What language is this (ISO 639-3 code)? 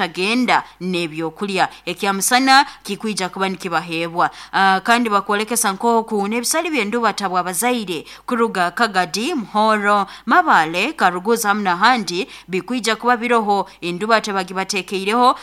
nyo